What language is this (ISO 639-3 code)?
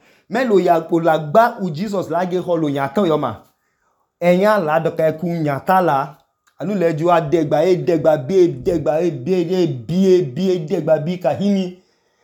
idu